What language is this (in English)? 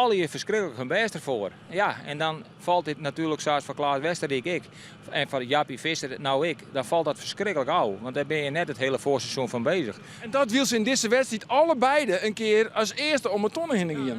Western Frisian